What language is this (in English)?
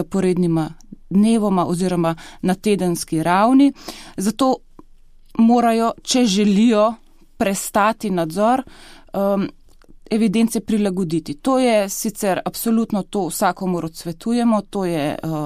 Slovenian